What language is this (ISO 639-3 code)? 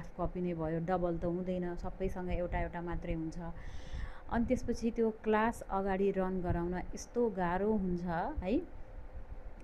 nep